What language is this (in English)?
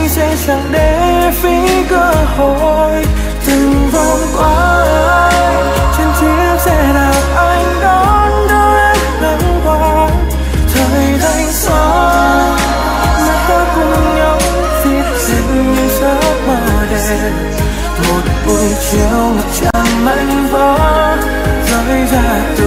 Vietnamese